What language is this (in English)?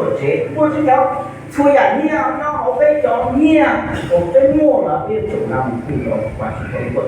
Hmong